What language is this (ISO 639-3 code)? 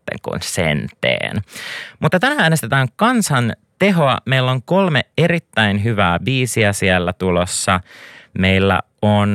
fin